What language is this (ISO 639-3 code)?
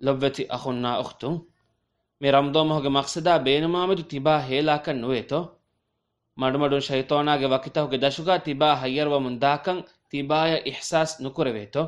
div